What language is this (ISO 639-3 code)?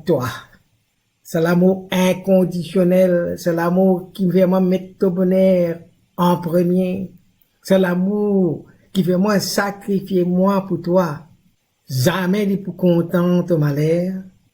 mfe